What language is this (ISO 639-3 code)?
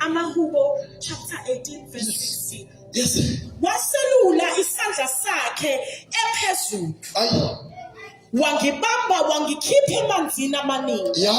zul